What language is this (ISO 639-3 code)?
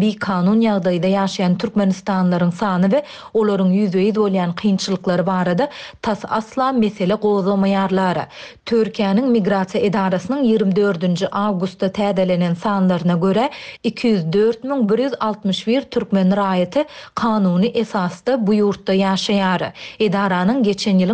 tuk